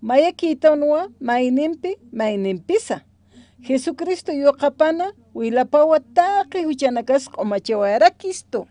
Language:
Aymara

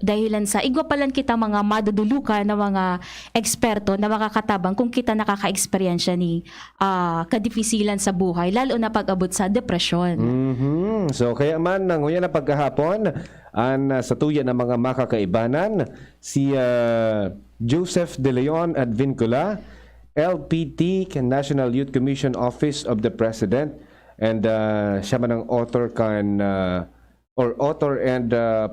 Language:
Bikol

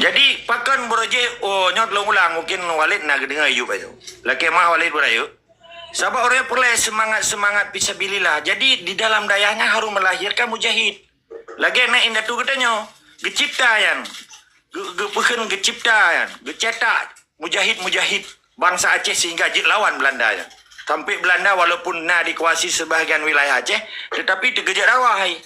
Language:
Achinese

